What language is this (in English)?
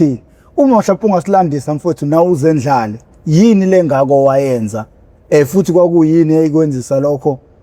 Zulu